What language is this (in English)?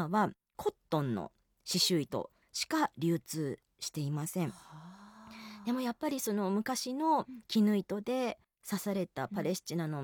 Japanese